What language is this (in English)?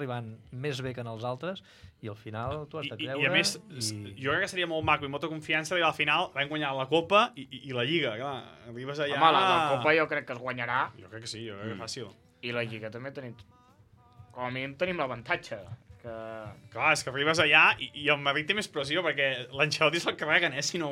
Catalan